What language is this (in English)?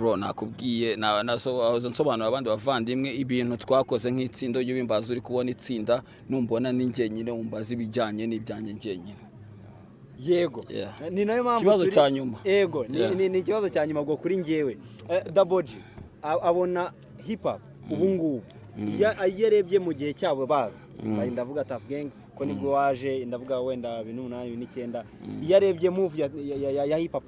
Kinyarwanda